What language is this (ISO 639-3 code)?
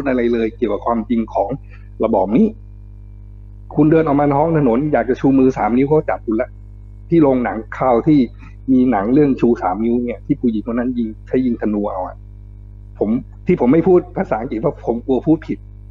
tha